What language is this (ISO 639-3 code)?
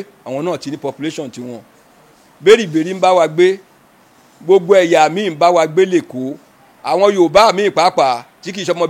yor